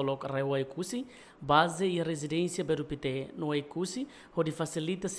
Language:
Tetum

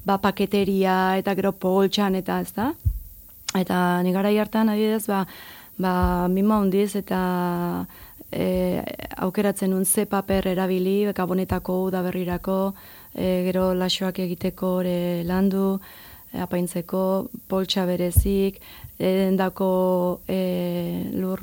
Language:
Basque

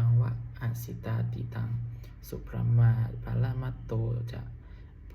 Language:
Pali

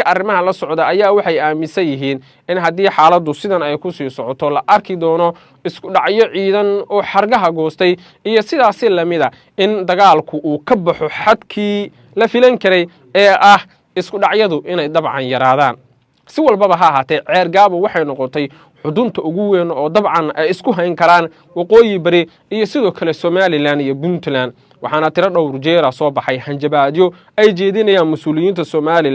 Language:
Somali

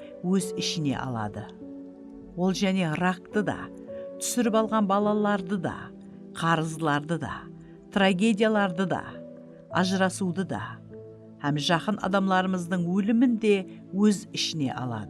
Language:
Kara-Kalpak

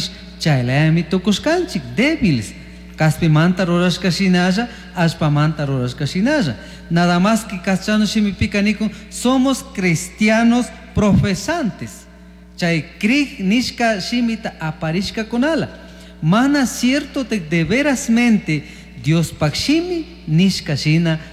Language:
Chimborazo Highland Quichua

